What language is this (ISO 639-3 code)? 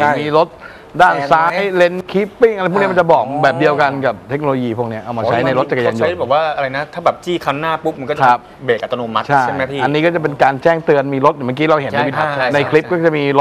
tha